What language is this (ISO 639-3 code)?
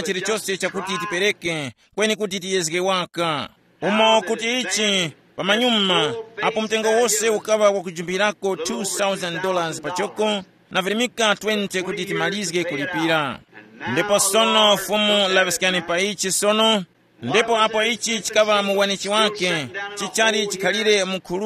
tum